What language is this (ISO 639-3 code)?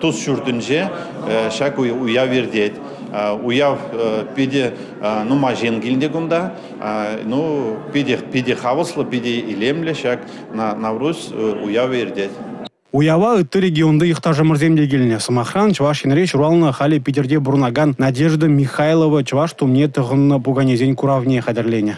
chv